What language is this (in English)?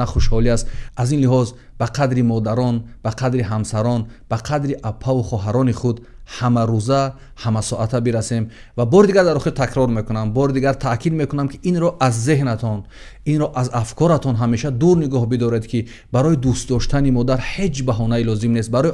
Tajik